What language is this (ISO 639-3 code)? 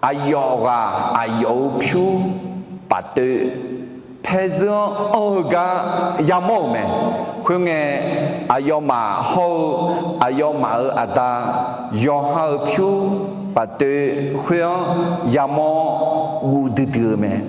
ahk